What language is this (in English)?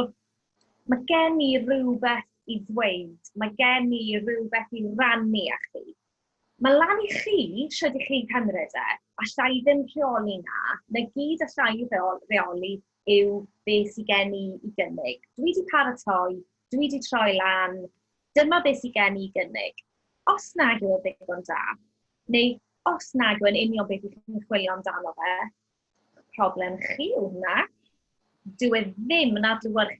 Welsh